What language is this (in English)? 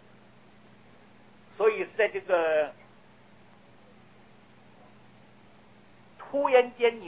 Chinese